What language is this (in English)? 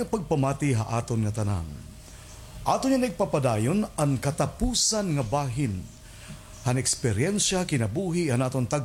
Waray